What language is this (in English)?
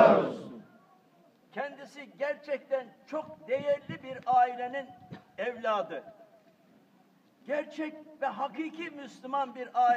Turkish